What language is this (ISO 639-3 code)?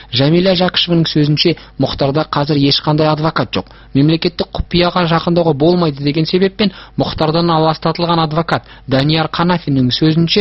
kaz